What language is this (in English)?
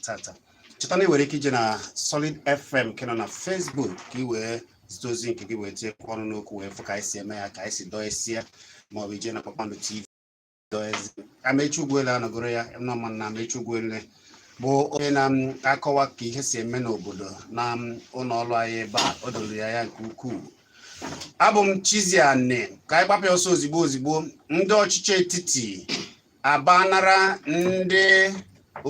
Igbo